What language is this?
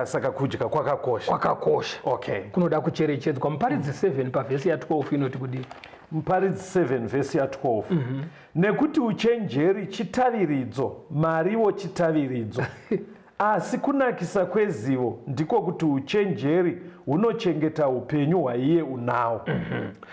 Shona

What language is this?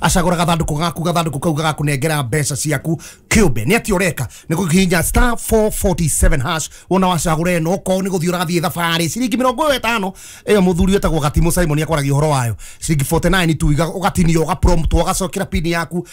Kikuyu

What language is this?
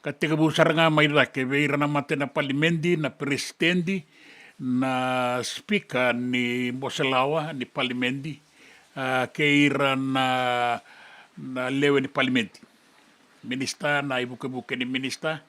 Fijian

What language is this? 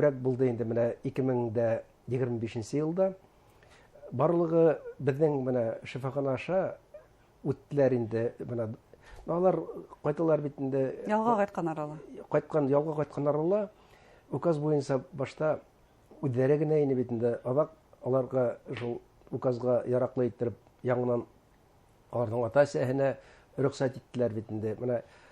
Bashkir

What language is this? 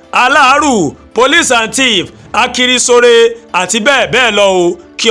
Yoruba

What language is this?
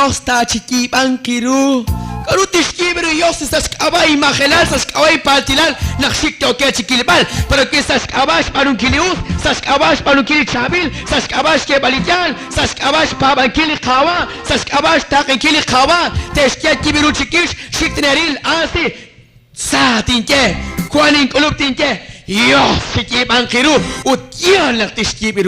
Kekchí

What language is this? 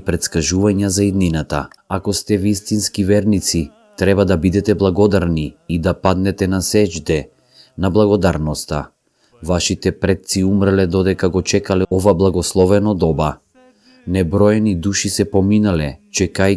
Macedonian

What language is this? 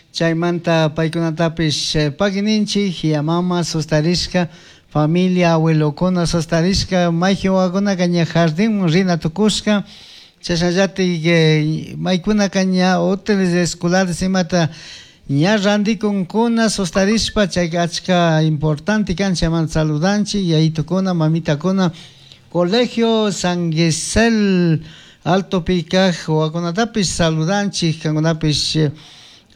Chimborazo Highland Quichua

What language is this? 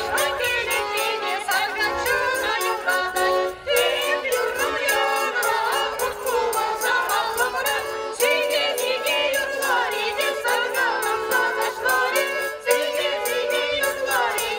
Chuvash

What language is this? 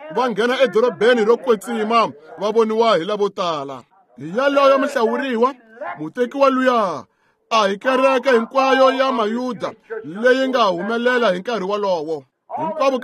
Tsonga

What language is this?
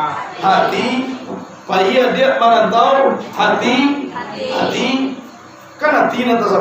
Minangkabau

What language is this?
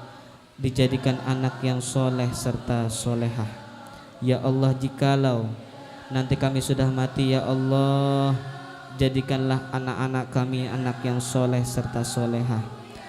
Banjar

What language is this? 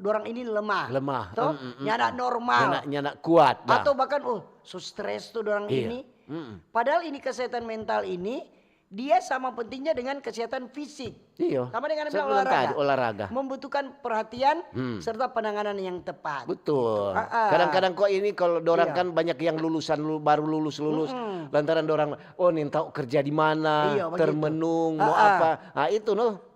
Manado Malay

